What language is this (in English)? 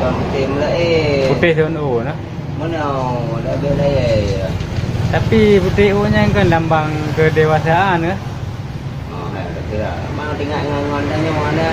Achinese